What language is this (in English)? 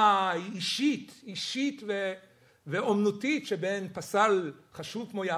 Hebrew